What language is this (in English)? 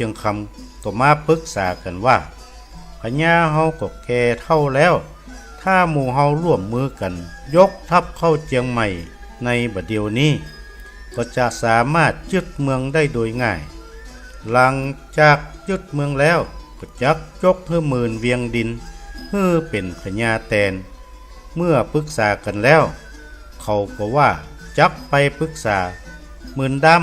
Northern Thai